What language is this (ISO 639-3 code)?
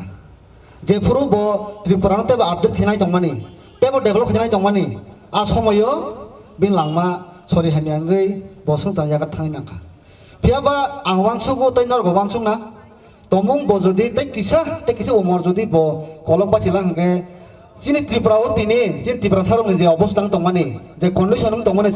trp